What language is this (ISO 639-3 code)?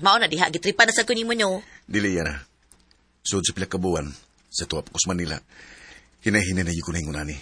ceb